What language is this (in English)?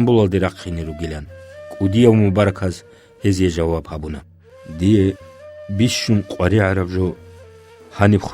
Avaric